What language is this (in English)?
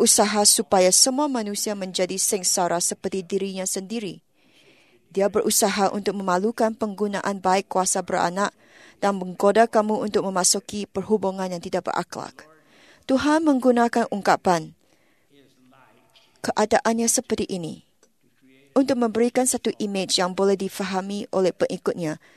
Malay